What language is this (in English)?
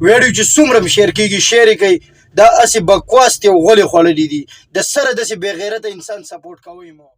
Pashto